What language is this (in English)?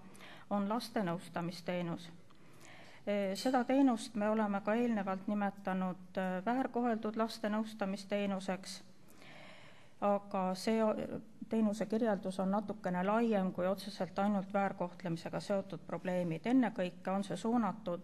Estonian